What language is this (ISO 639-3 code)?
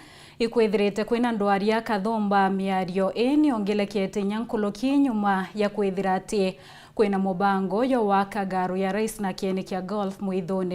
mer